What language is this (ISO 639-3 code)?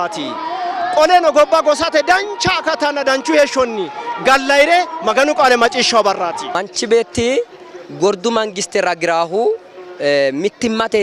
sid